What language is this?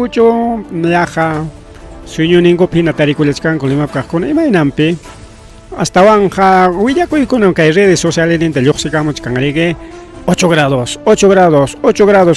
Ayacucho Quechua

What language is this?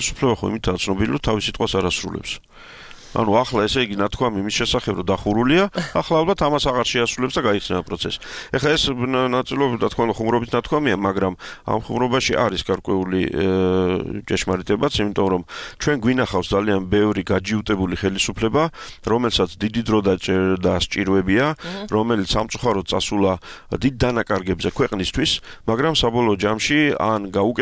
Georgian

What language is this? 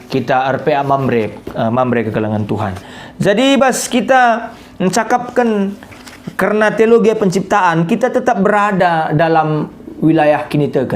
Batak Karo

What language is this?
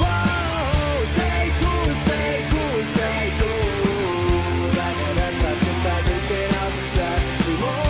Swiss German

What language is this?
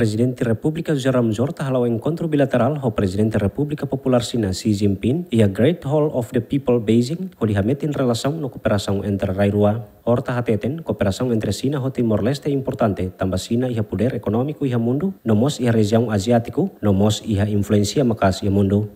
Tetum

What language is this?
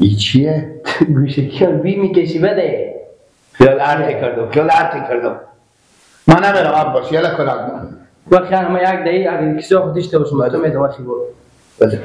Persian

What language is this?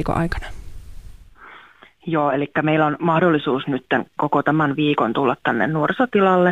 Finnish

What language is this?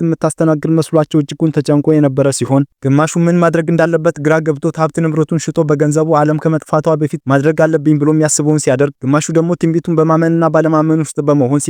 Amharic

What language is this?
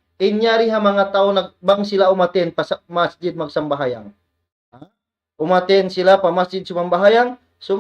Tausug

